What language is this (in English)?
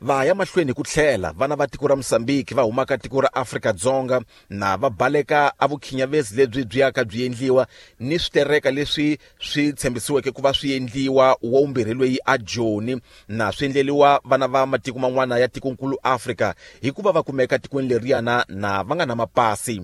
Tsonga